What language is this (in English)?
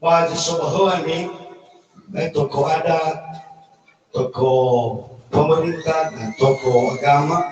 Nias